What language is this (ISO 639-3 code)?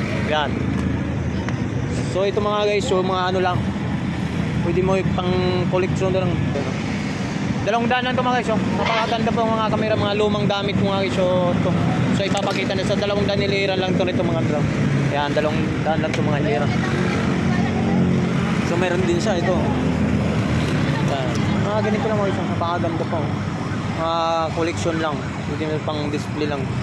fil